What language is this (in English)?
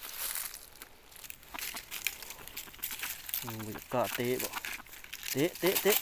Lao